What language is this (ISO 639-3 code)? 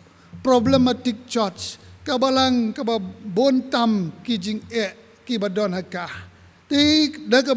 kha